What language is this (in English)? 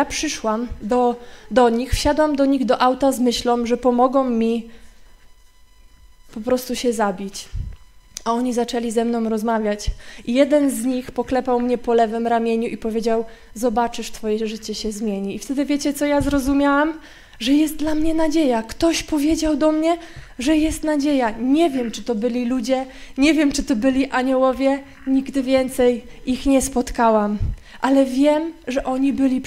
Polish